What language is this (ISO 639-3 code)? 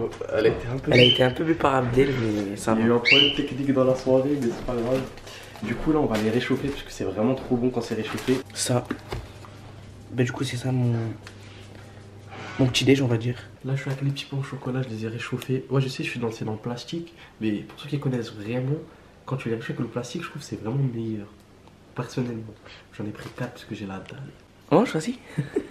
fra